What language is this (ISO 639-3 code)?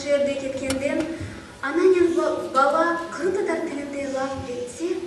crh